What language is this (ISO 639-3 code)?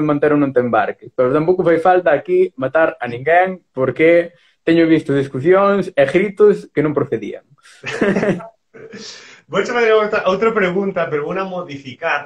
glg